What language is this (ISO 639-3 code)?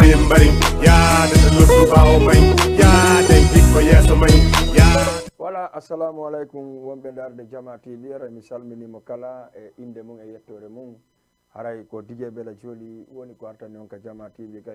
ful